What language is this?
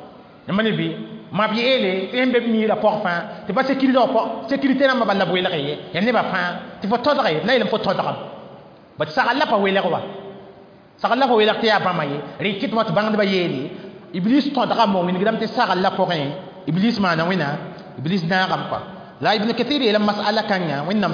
Mossi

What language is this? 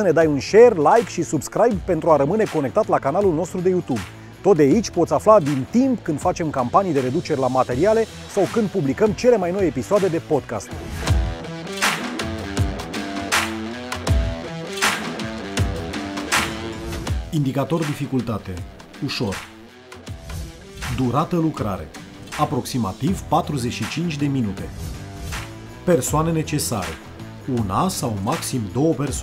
Romanian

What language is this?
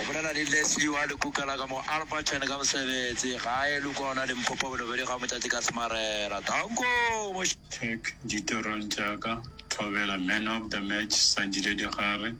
Northern Sotho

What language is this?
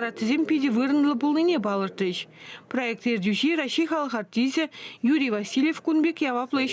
Chuvash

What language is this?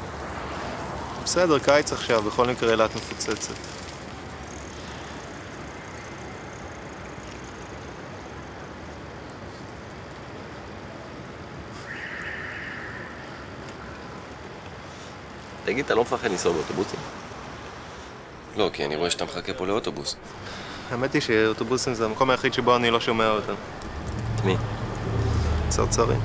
Hebrew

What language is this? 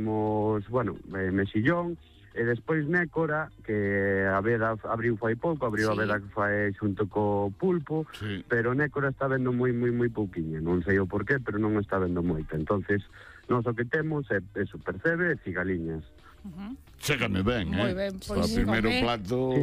Galician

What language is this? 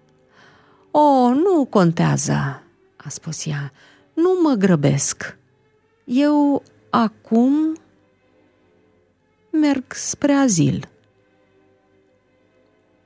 Romanian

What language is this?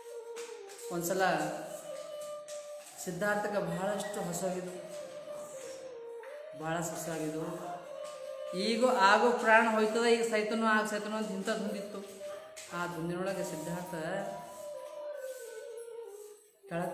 Kannada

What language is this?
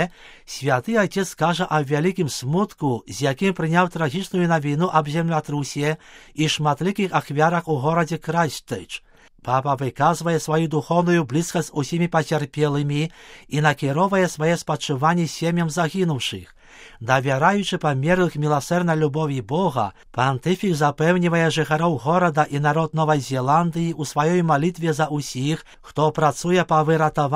Belarusian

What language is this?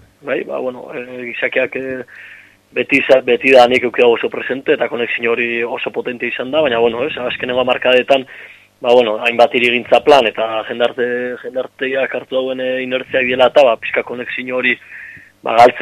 Basque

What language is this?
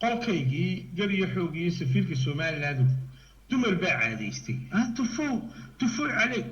Somali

